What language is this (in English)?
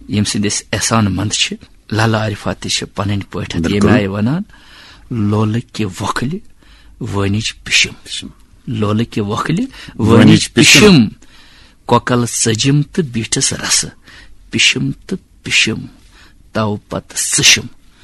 Kashmiri